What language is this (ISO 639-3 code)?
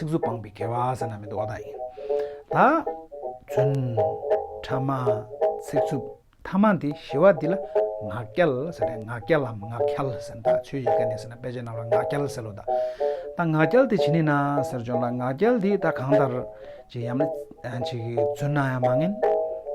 bod